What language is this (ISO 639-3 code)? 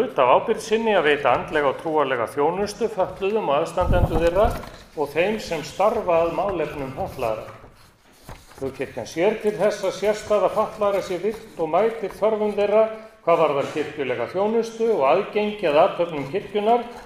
isl